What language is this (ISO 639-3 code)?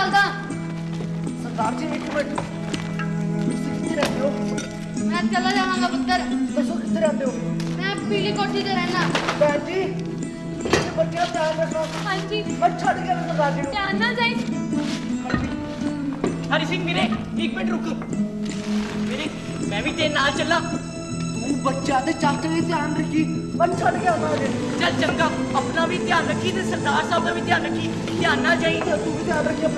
pan